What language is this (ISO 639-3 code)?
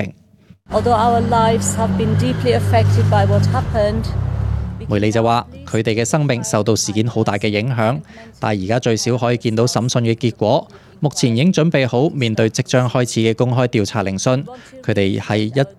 yue